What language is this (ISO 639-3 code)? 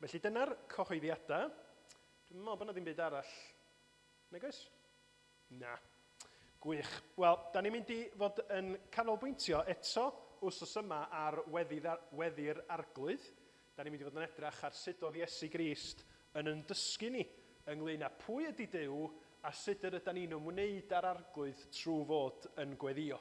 cym